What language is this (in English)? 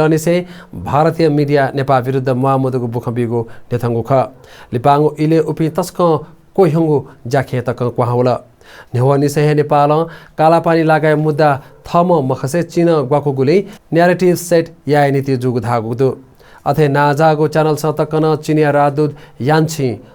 Newari